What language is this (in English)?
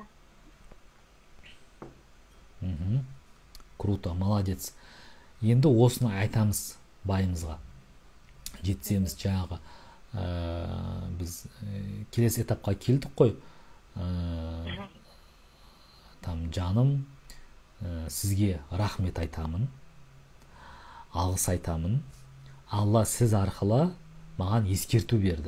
Kazakh